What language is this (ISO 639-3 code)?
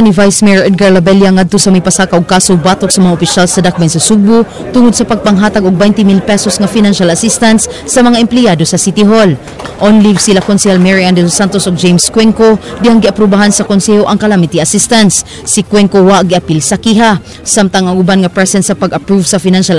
ceb